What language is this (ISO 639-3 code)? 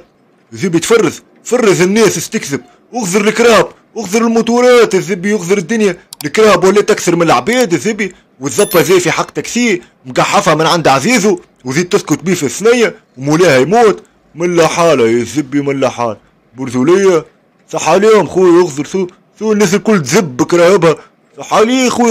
aeb